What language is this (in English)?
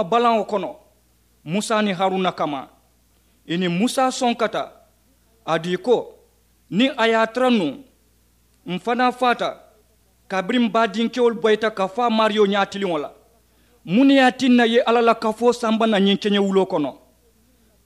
Mandingo